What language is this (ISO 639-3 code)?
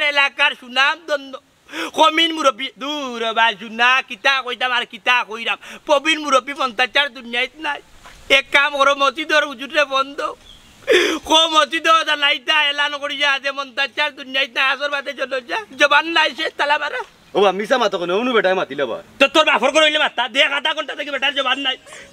syl